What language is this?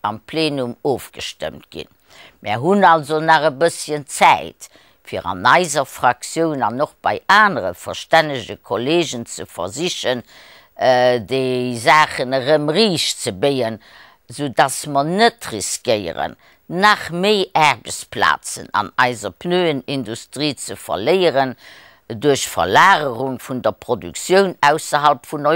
Luxembourgish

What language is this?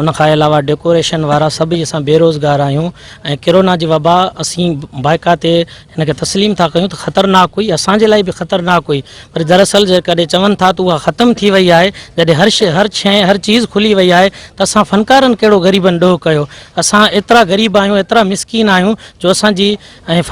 Sindhi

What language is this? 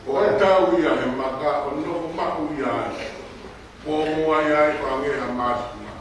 Tongan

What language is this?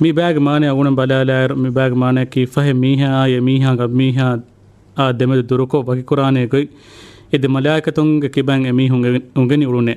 Divehi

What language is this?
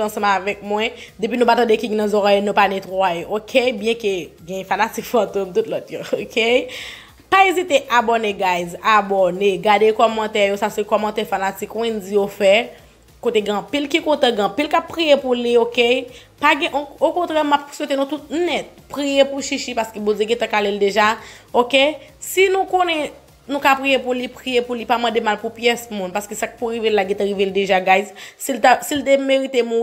Haitian Creole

